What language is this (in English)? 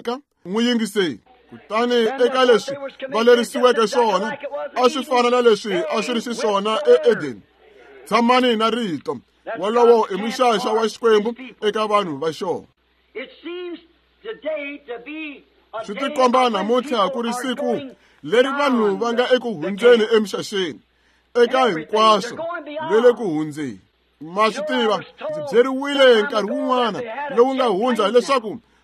Tsonga